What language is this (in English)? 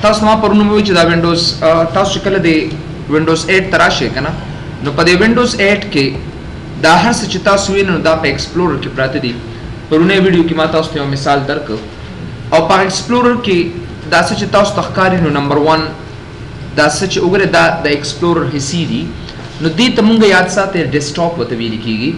Pashto